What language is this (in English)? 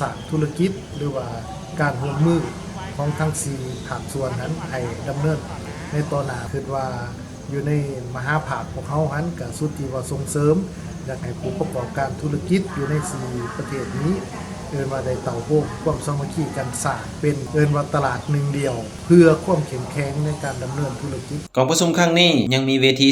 Lao